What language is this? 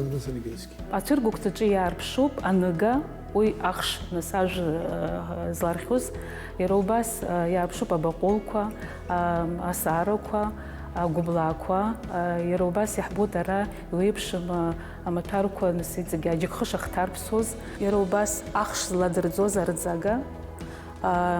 Abkhazian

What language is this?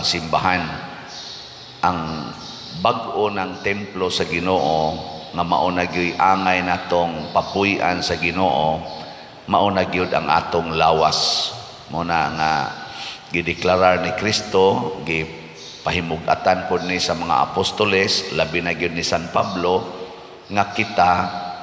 Cebuano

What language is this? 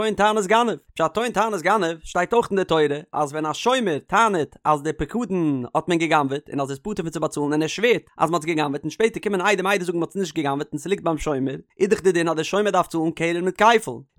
Yiddish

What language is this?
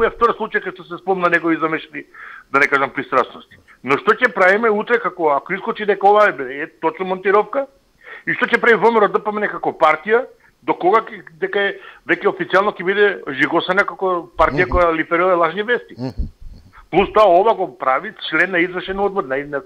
Macedonian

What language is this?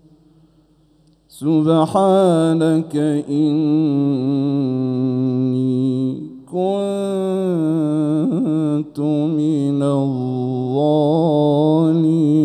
Arabic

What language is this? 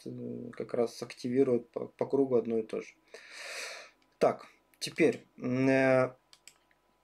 Russian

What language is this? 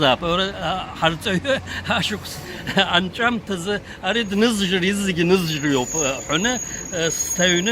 Abkhazian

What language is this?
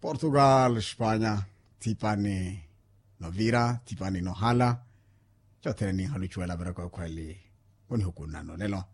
Makhuwa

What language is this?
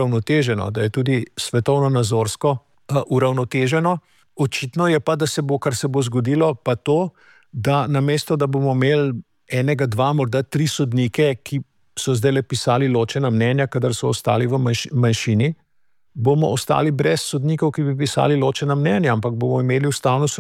Slovenian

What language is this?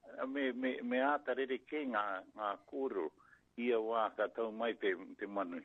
Māori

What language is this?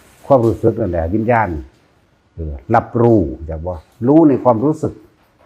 Northeastern Thai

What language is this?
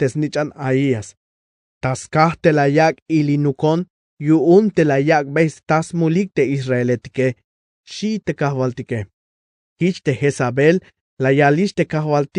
Tzeltal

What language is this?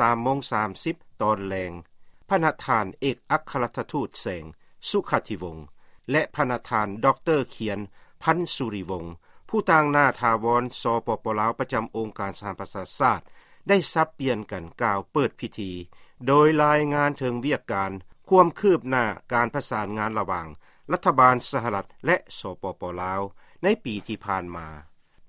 Lao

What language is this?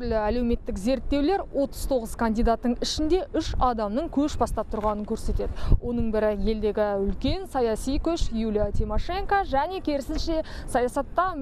Kazakh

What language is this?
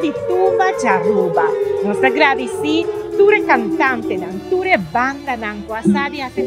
Papiamento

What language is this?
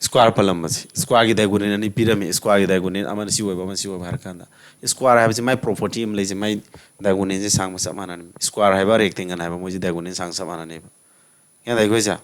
Manipuri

